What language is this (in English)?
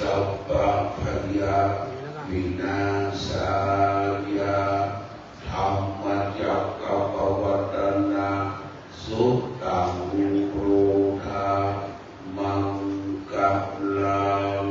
Pali